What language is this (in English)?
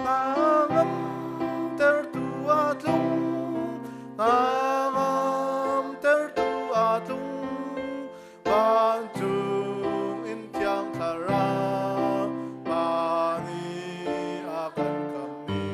Hakha Chin